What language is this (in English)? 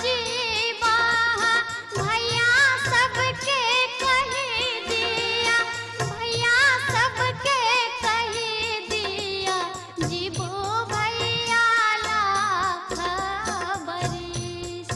Maithili